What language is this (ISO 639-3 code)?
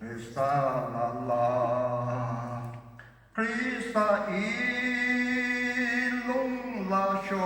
yim